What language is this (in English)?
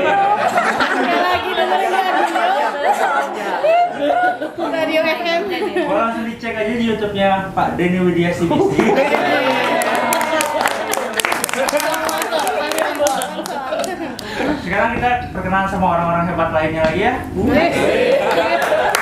Indonesian